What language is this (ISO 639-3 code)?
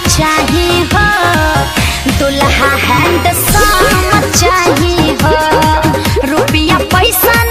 bho